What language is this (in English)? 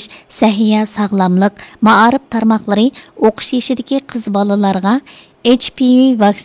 Uyghur